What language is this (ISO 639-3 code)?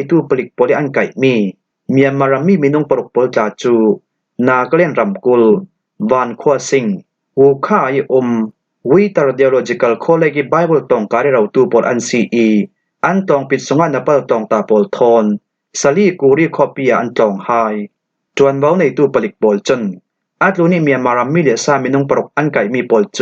cfm